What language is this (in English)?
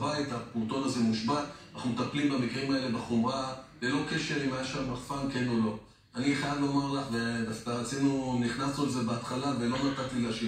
Hebrew